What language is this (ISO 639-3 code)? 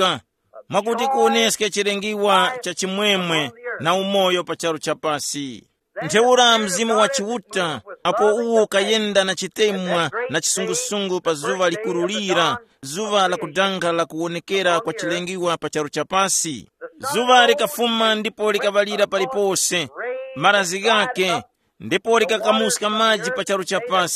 tum